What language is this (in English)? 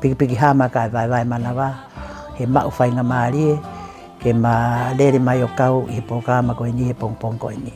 Tongan